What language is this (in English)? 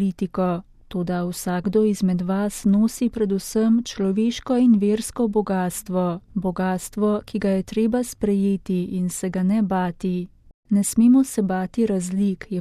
Slovenian